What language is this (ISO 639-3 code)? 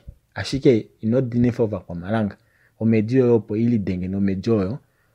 kua